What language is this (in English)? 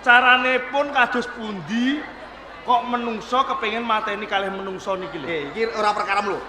Javanese